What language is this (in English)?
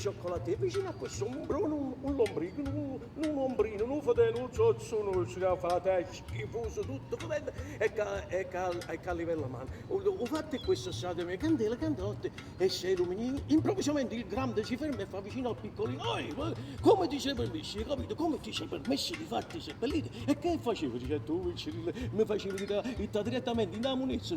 Neapolitan